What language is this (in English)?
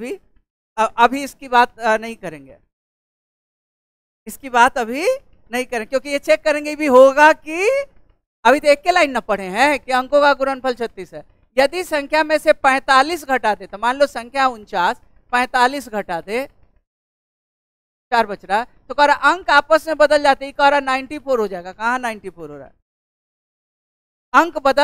Hindi